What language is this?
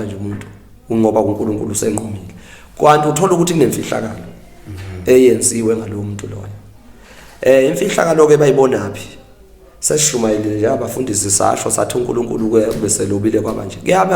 Zulu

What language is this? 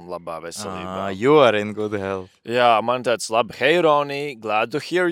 Latvian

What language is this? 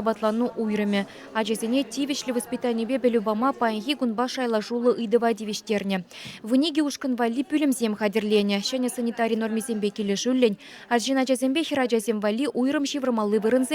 Chuvash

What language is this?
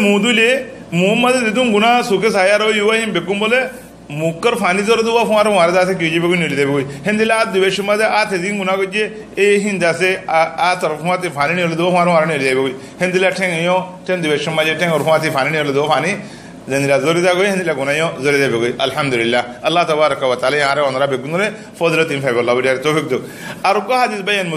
Rohingya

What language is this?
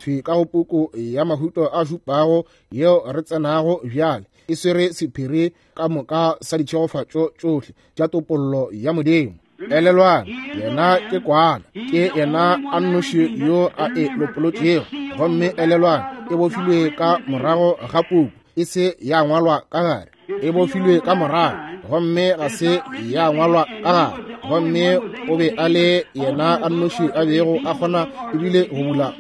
Northern Sotho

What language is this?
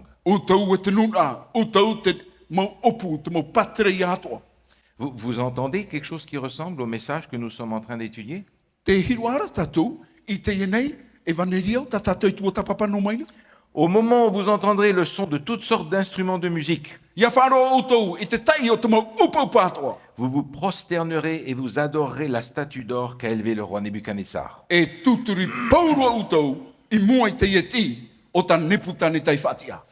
Tahitian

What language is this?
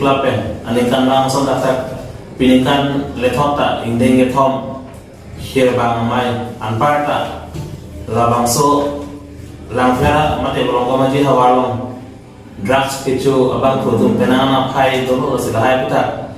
Karbi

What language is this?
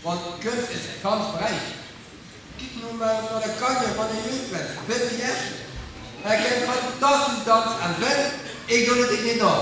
Limburgish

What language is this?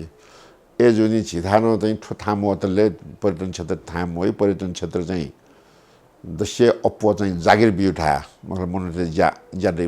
Newari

